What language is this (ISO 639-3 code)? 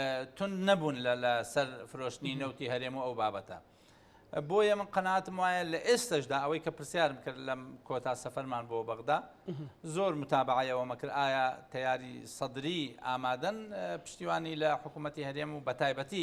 ckb